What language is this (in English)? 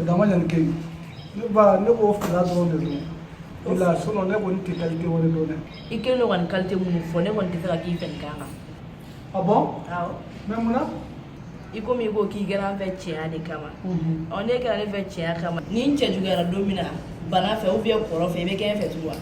Bambara